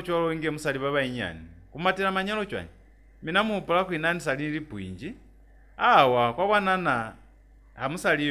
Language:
Lozi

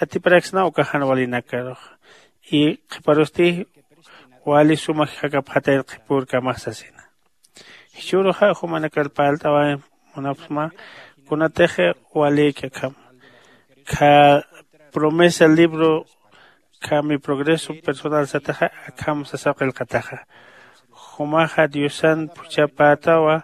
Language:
Aymara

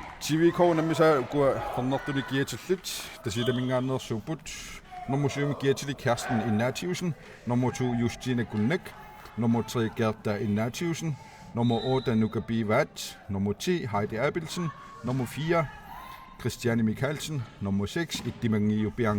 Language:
Kalaallisut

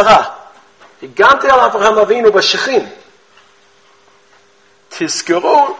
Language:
Hebrew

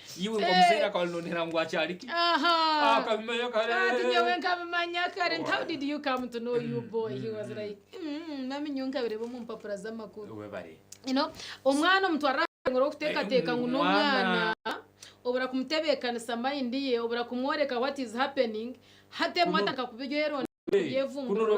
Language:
Nyankole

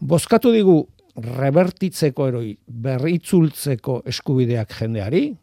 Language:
Basque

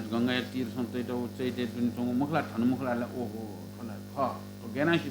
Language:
Newari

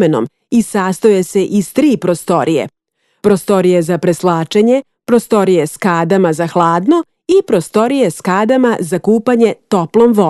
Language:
Serbian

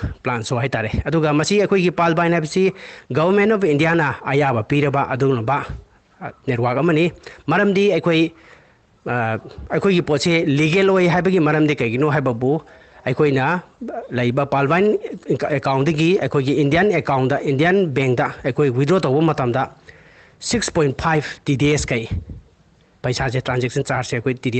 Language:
Manipuri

